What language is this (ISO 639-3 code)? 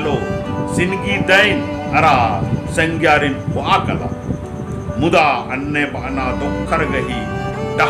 kru